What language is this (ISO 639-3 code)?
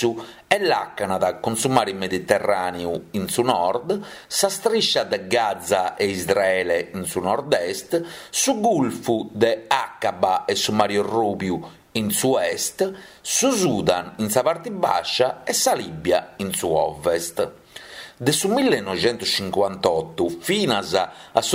srd